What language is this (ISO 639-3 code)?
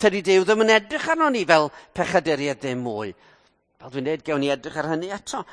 cym